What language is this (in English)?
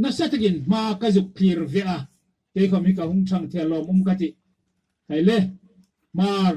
Hmar